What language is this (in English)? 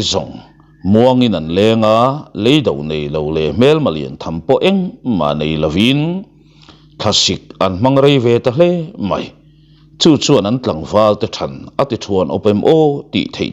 Mizo